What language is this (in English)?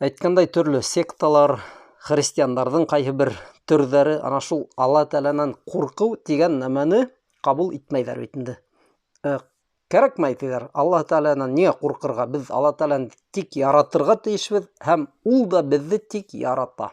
Bashkir